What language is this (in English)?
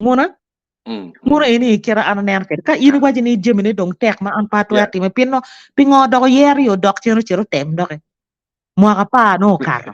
Acoli